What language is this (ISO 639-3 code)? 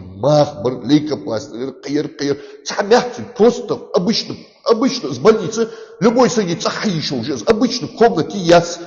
inh